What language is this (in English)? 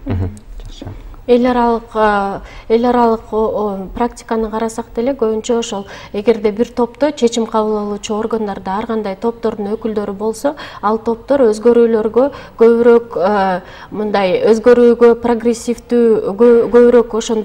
Kyrgyz